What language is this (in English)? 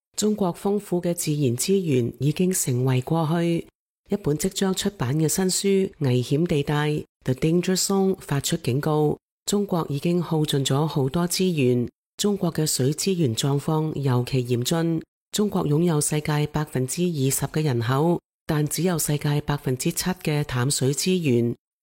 Cantonese